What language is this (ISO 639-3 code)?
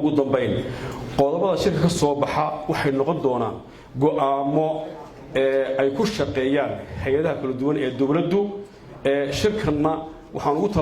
som